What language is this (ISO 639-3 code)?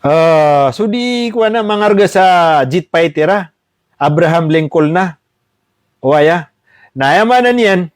mrw